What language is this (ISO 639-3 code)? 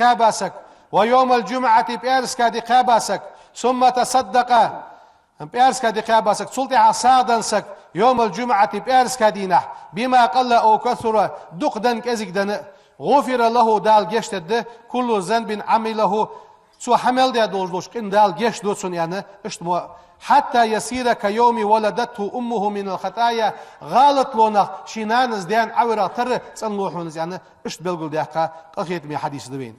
inh